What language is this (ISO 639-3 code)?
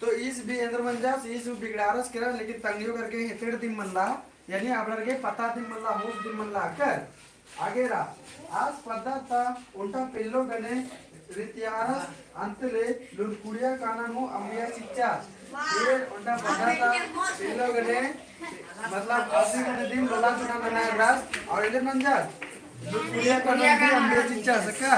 kru